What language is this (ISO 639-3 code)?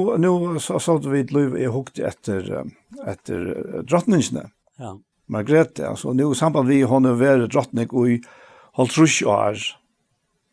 fao